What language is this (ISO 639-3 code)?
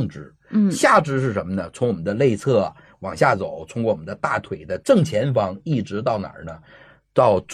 zho